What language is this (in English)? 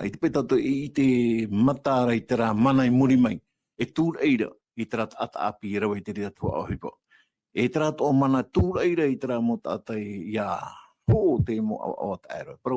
Tahitian